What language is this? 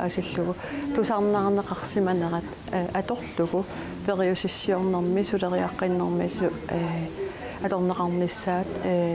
Kalaallisut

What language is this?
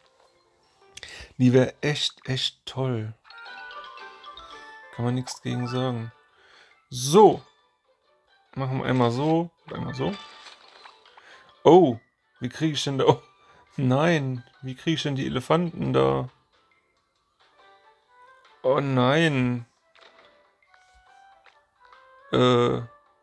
German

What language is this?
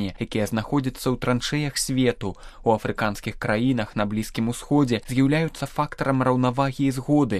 Belarusian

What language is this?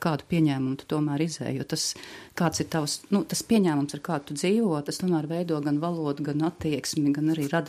Latvian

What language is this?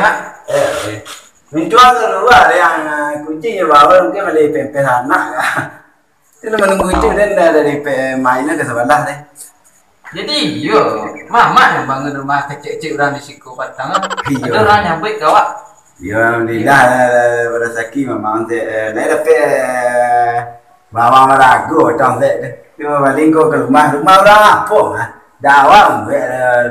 Minangkabau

